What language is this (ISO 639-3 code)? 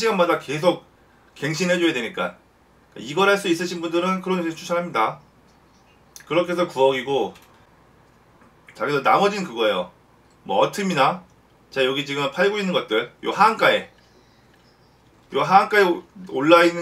kor